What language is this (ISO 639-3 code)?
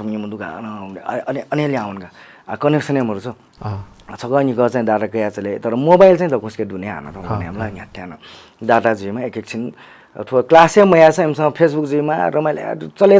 new